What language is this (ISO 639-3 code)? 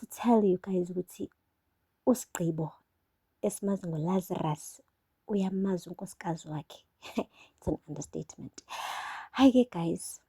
zul